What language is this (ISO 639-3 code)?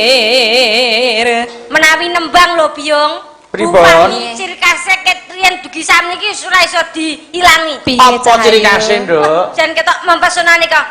jav